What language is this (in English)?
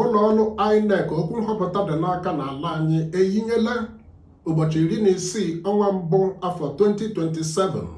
Igbo